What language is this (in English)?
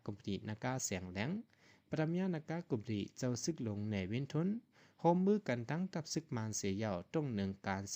Shan